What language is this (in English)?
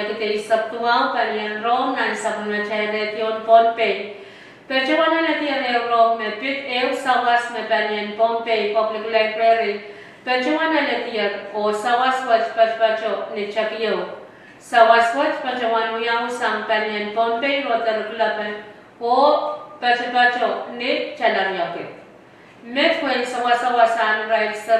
Pohnpeian